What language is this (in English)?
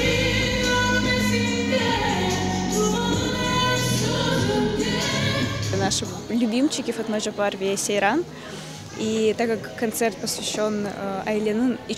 Crimean Tatar